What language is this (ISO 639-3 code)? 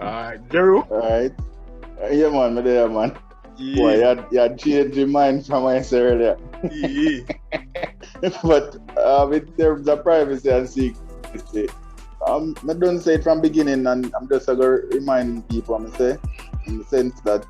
jam